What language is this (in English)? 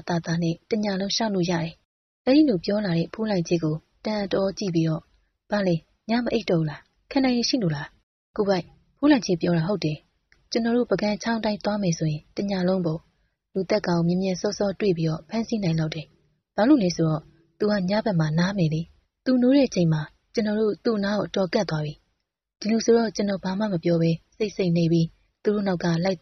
Burmese